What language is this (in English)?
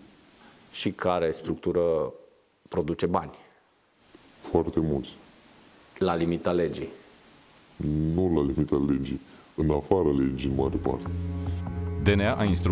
Romanian